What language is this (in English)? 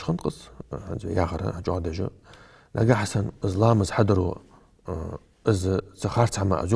Ingush